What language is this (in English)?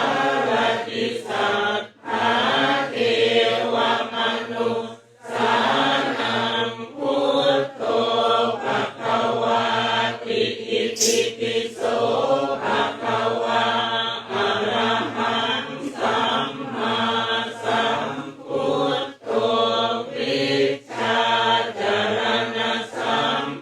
Pali